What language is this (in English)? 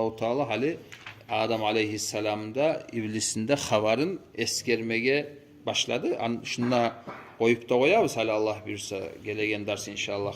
Kumyk